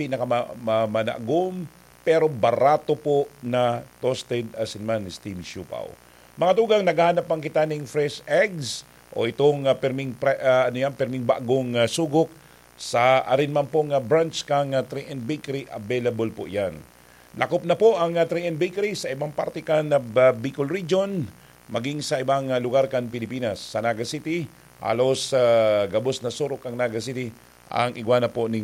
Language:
Bikol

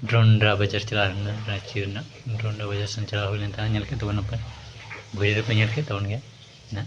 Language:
Santali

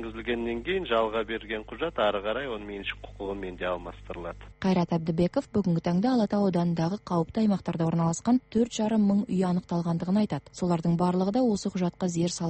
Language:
Kazakh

